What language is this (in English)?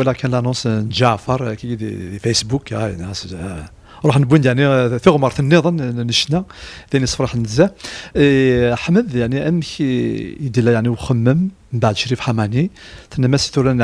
Kabyle